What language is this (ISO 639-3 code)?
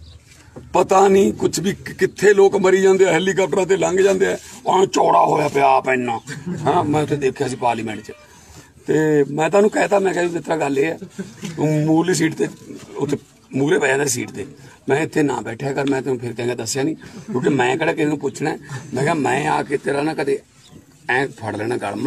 pan